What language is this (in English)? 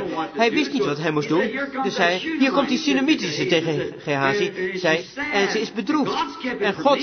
Dutch